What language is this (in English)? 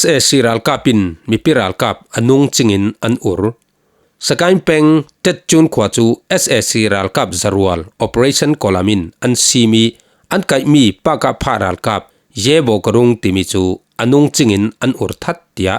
Falam Chin